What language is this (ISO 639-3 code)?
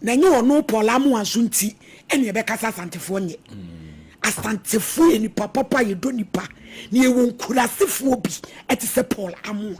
aka